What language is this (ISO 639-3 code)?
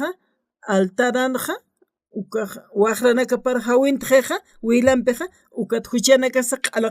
aym